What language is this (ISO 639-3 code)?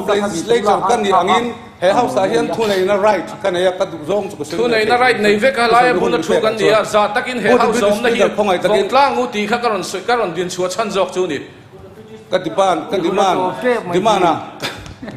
lus